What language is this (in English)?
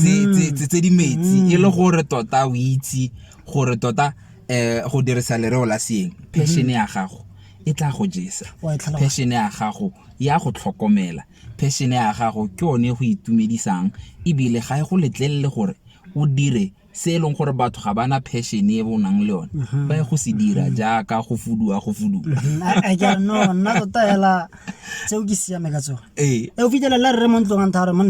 Tswana